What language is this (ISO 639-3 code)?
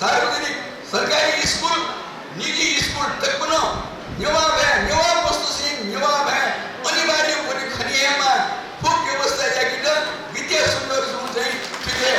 new